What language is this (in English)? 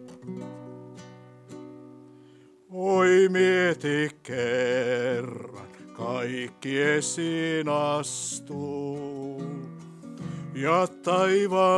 Finnish